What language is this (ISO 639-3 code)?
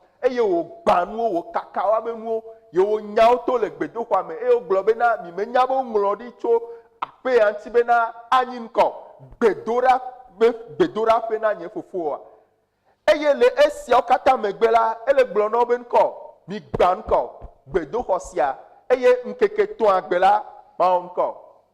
ewe